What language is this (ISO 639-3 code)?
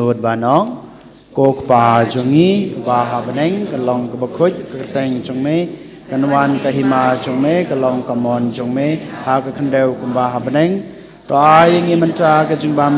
kha